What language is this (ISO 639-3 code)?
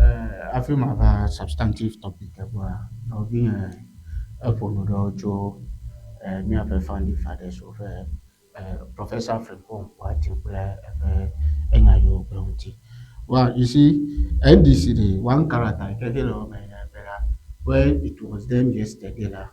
ewe